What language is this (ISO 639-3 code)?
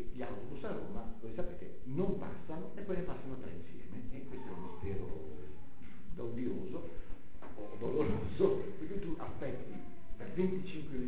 ita